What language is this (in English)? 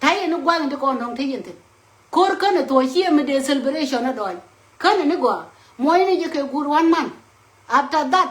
Nuer